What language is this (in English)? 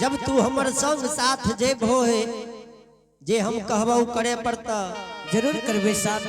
Angika